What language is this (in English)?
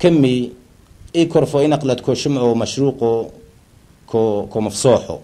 Turoyo